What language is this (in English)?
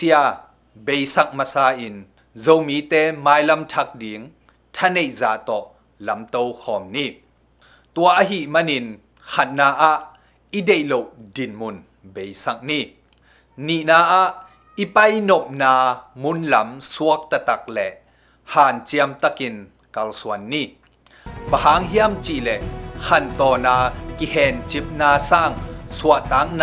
Tedim Chin